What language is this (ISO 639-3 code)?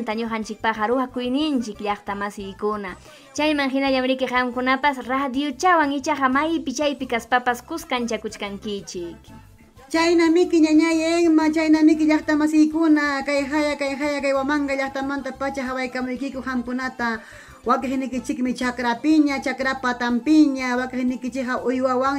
quy